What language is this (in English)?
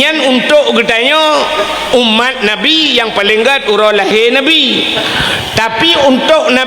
Achinese